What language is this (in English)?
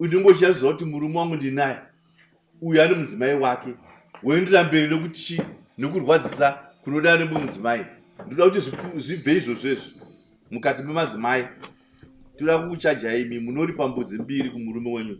Shona